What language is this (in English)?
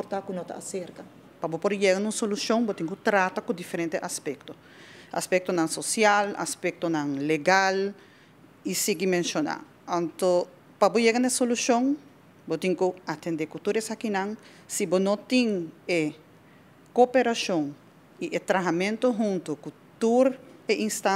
Papiamento